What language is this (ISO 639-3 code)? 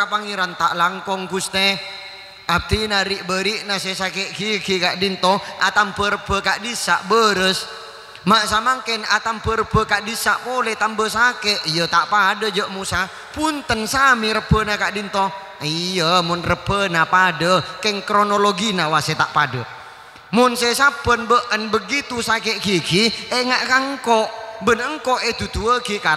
mad